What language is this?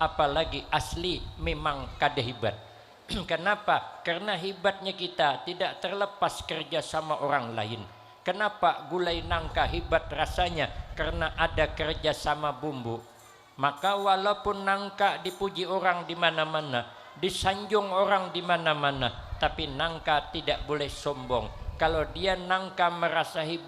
Banjar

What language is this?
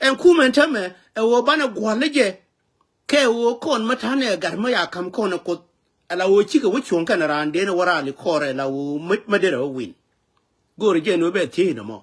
Nuer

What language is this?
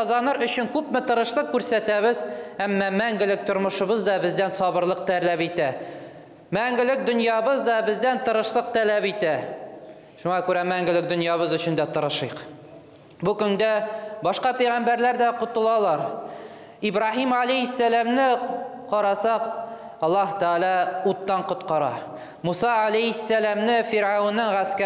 Tatar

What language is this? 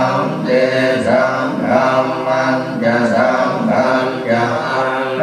Pali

